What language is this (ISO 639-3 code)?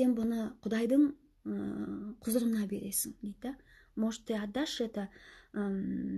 kaz